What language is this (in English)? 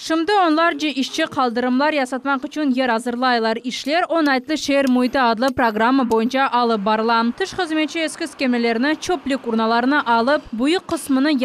Crimean Tatar